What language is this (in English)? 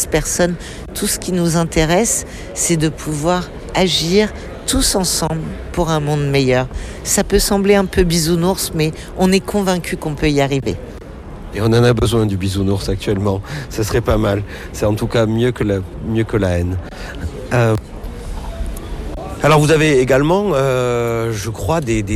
French